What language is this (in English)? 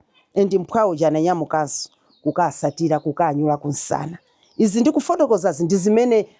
Nyanja